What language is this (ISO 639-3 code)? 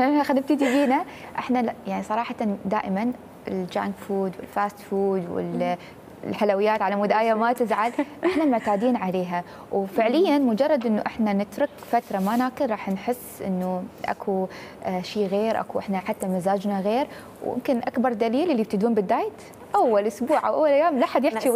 acm